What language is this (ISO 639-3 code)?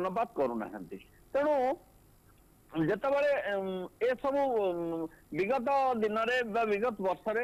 ori